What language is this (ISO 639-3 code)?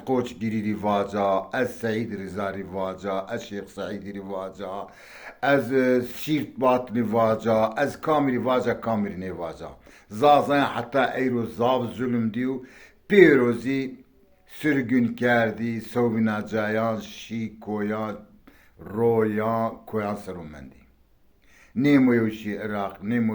zza